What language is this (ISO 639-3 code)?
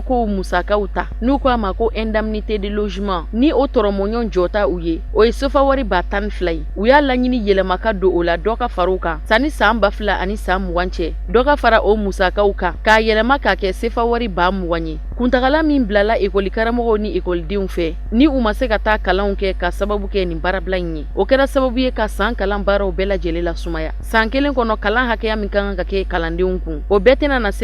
bam